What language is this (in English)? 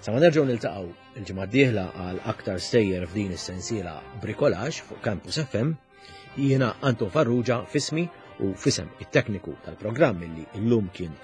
Maltese